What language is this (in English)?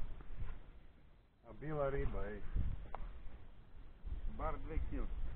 Serbian